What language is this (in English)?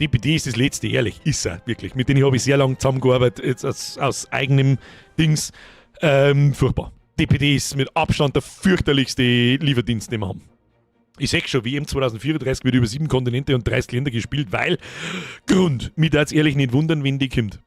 Bavarian